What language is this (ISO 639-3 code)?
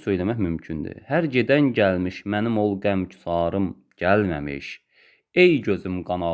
aze